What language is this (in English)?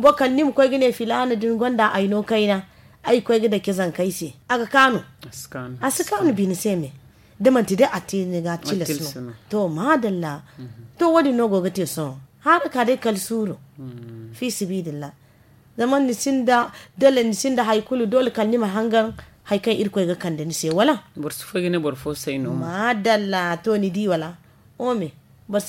Zarma